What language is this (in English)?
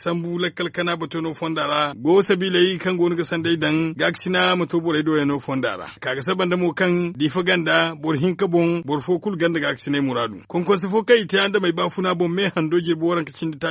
Zarma